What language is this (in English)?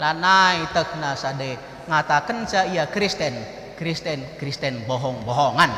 Batak Karo